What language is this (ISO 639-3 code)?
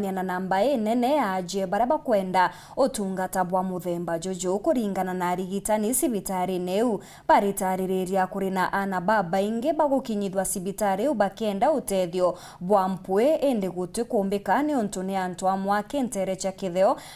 mer